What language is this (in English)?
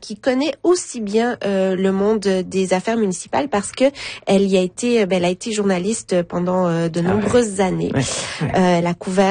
French